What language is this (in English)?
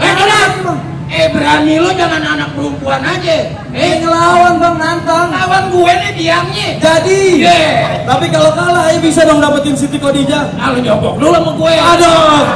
Betawi